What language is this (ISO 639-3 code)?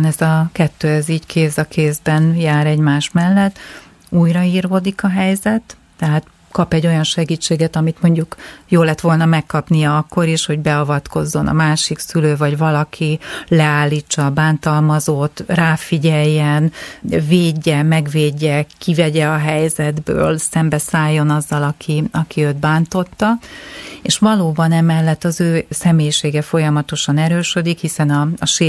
hun